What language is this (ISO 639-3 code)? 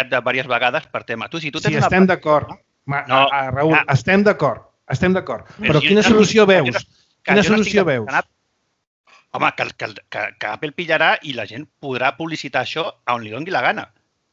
cat